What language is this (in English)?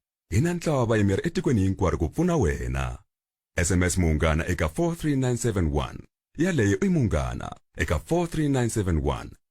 Tsonga